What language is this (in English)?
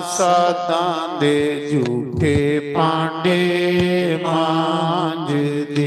Dogri